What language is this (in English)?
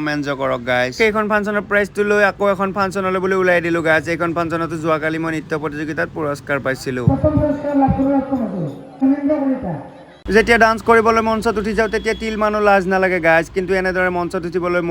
Assamese